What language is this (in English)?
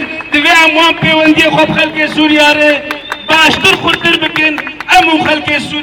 Kurdish